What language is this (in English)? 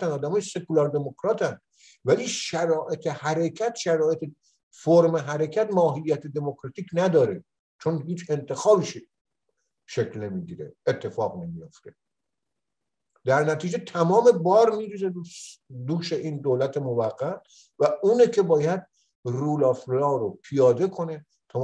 Persian